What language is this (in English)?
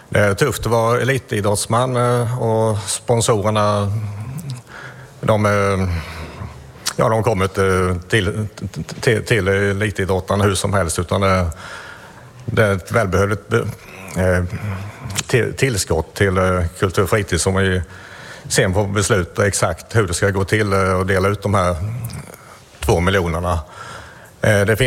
Swedish